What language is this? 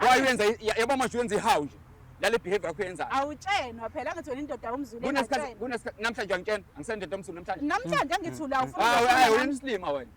Zulu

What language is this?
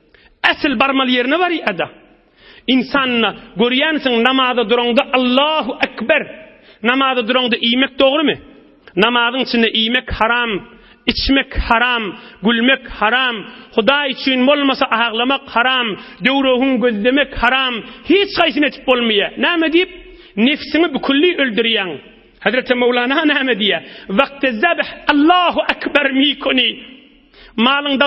Turkmen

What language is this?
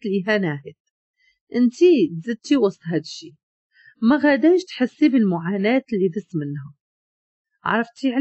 Moroccan Arabic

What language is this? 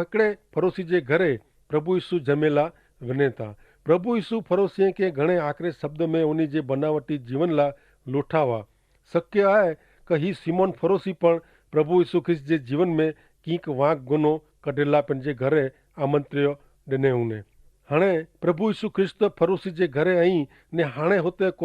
Kachhi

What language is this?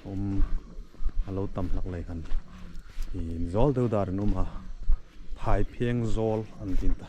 Hmar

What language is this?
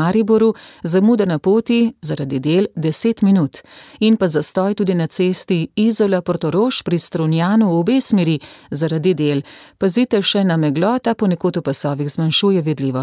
Slovenian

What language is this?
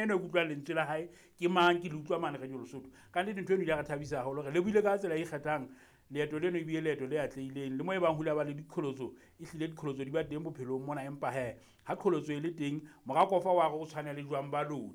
Southern Sotho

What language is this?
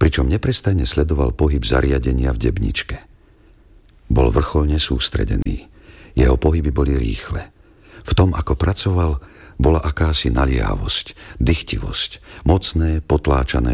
Slovak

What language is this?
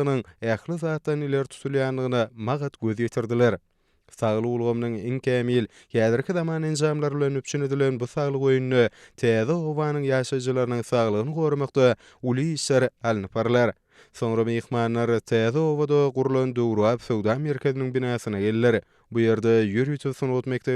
Turkmen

